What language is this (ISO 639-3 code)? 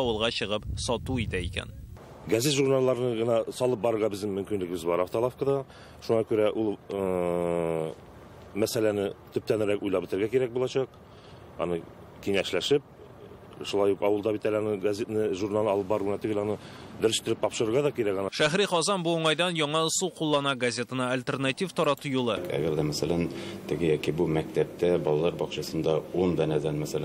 tat